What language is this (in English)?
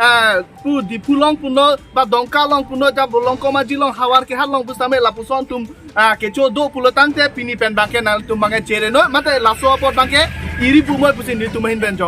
Karbi